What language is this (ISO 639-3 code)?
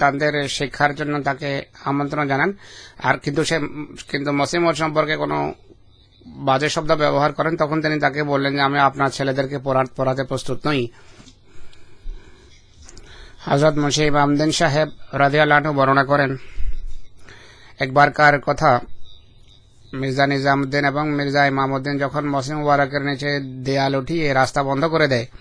ben